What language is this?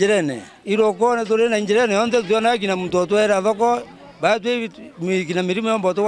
Meru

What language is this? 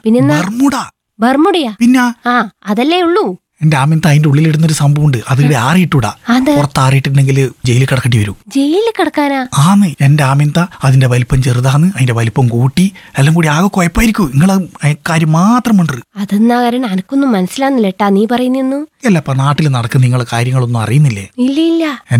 Malayalam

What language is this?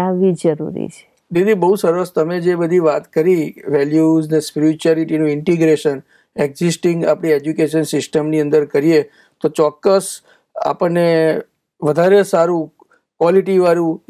Gujarati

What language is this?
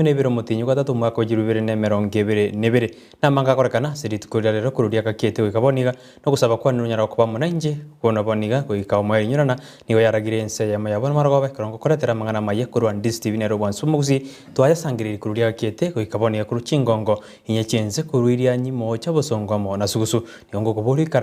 Gusii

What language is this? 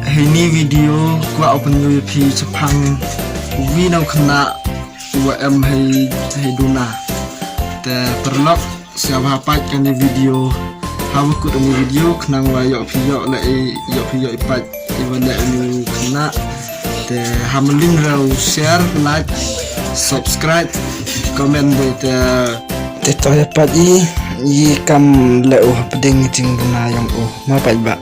Khasi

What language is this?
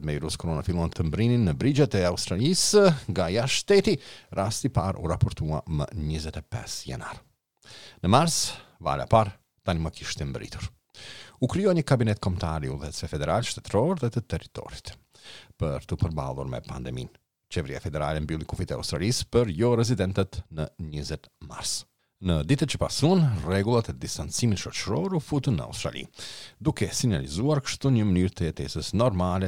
Albanian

